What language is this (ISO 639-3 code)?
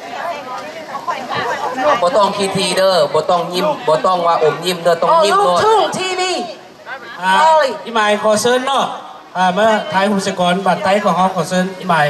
lao